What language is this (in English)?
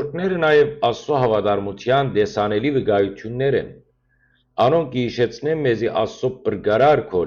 Western Armenian